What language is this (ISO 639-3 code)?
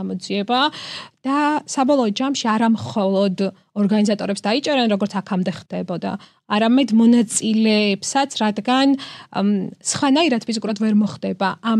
kat